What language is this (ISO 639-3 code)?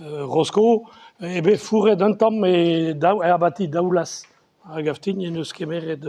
bre